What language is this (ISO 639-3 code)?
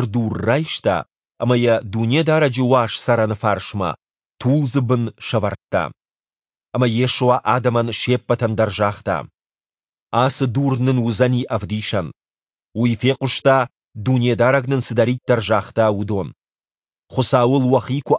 oss